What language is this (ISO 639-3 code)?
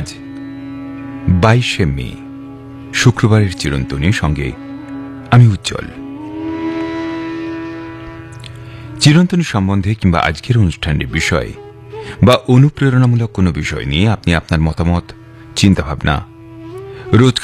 ben